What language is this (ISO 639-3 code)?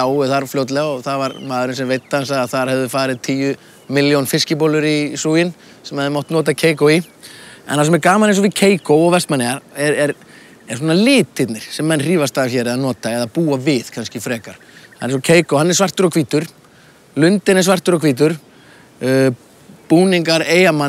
isl